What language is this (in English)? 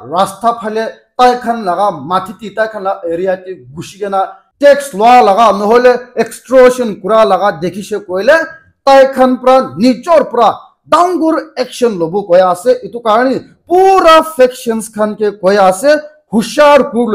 Naga Pidgin